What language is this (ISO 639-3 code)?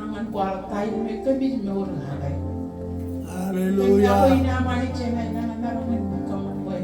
mah